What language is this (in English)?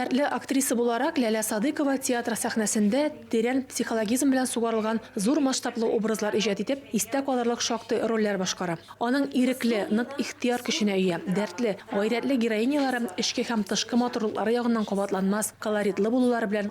Tatar